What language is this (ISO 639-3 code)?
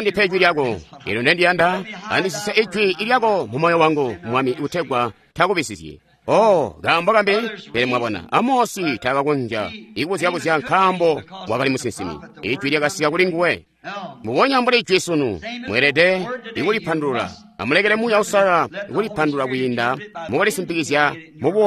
toi